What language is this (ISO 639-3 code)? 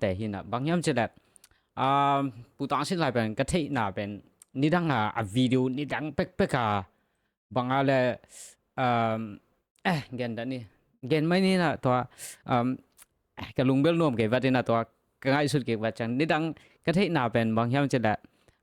ctd